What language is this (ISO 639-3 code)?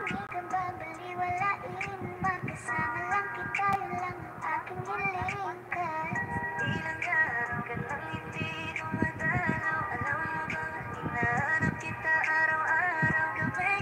fil